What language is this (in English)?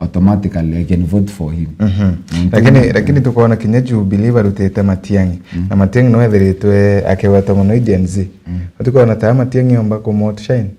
Meru